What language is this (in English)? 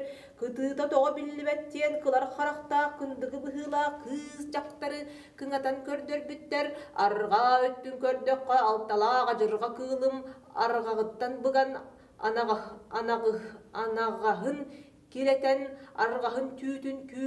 Yakut